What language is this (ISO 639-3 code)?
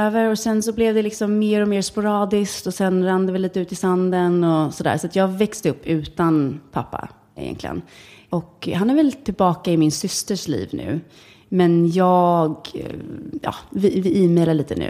swe